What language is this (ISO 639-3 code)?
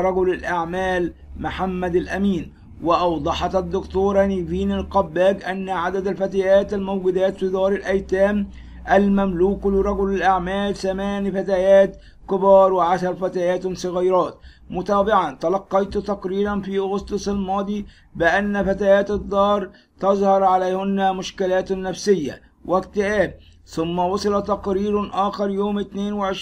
ara